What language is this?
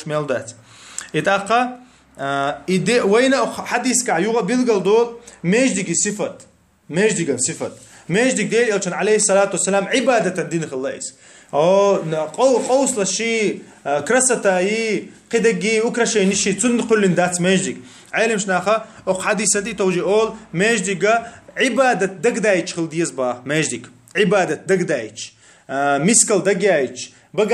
Chechen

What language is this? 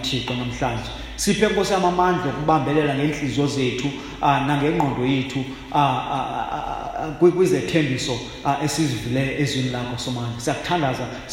Xhosa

